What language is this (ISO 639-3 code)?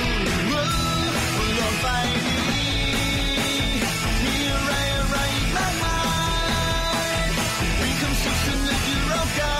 tha